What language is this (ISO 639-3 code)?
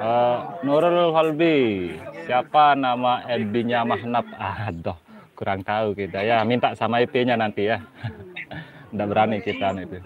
sas